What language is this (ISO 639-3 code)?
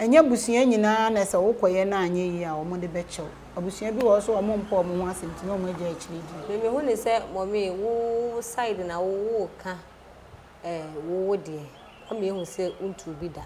aka